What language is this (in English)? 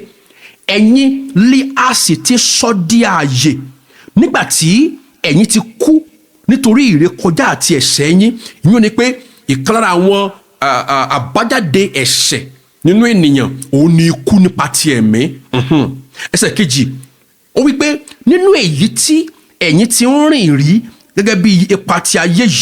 Yoruba